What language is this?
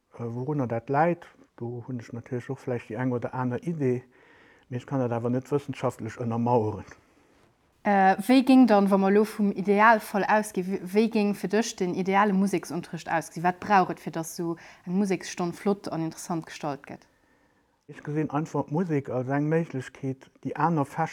Luxembourgish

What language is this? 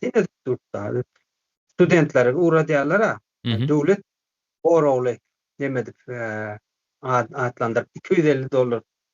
Turkmen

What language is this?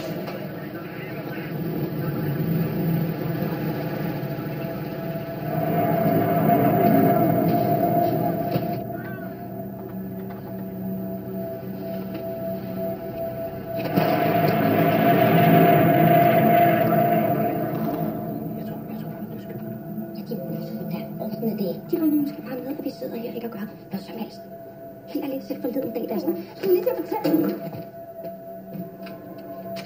Danish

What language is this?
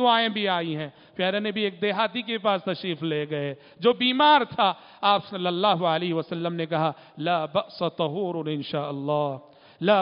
Urdu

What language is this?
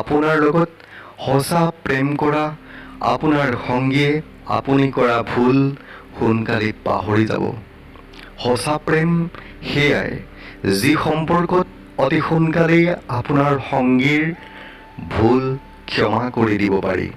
Assamese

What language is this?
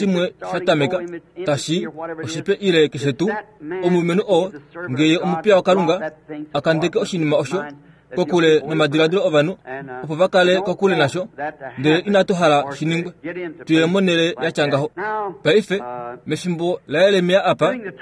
Kuanyama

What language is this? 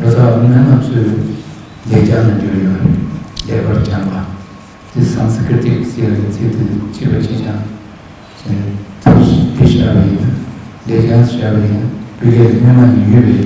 Tibetan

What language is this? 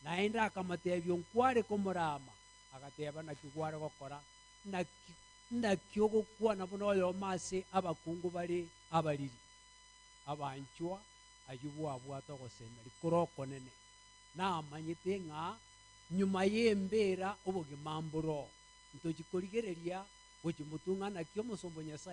Gusii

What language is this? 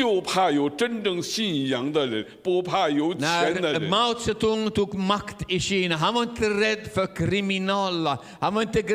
Swedish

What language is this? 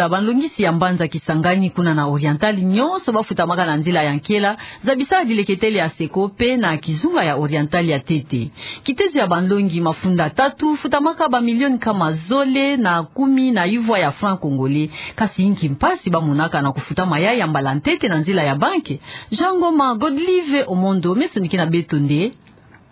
Kituba (Democratic Republic of Congo)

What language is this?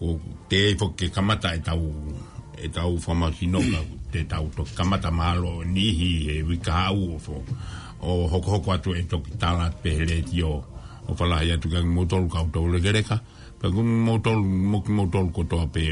Tongan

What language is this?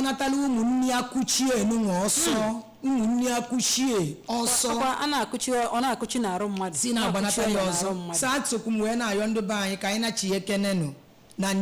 Igbo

